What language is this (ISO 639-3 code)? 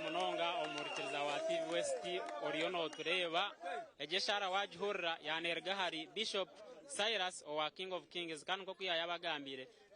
nyn